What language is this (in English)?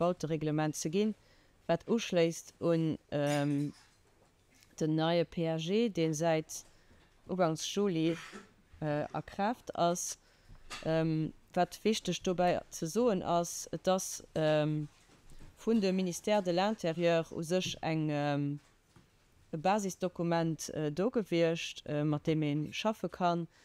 Luxembourgish